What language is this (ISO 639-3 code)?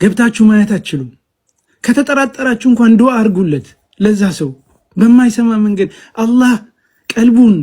amh